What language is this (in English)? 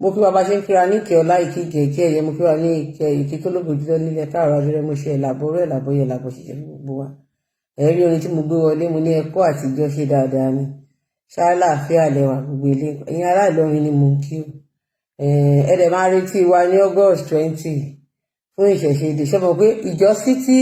Yoruba